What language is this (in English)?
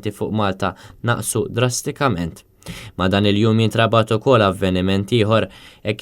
Maltese